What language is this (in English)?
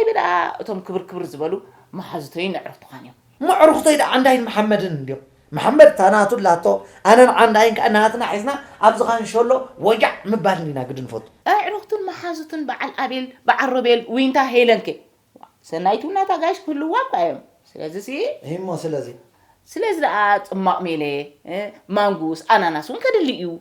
Tigrinya